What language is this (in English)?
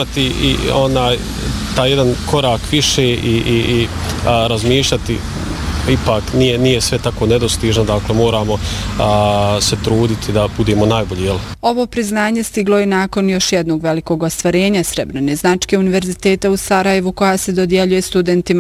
Bosnian